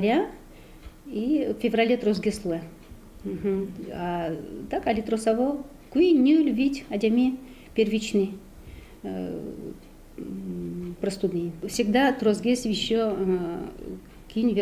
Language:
Udmurt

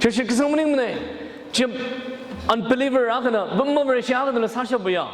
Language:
Tangkhul Naga (India)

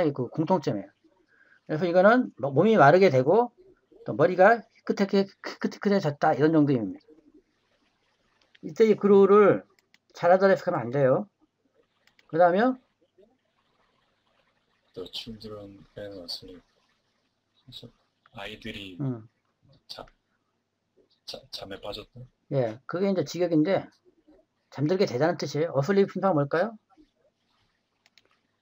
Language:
Korean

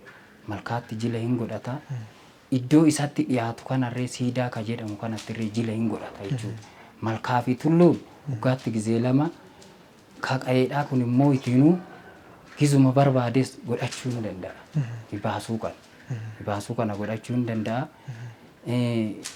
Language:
Oromo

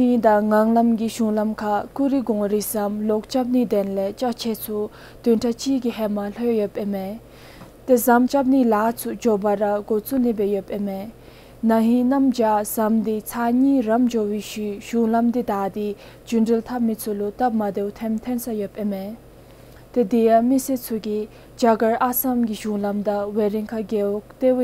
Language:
Dzongkha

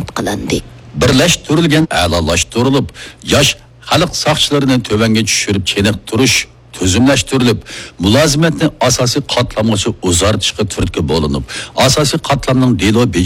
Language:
Uyghur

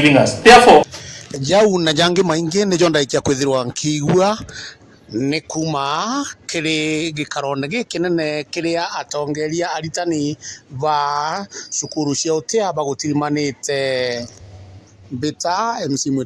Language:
Meru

